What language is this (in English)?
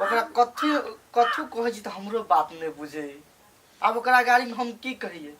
Maithili